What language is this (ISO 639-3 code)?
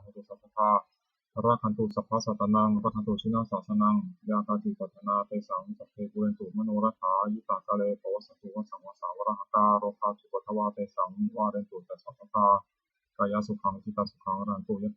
pli